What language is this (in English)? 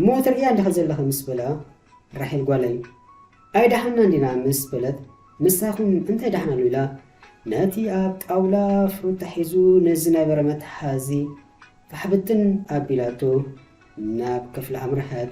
Tigrinya